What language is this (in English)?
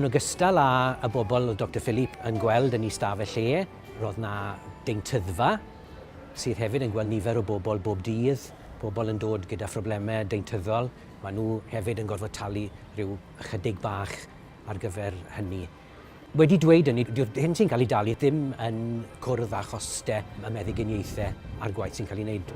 Welsh